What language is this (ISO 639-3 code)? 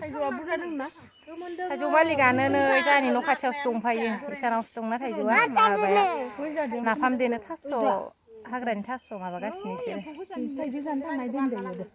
brx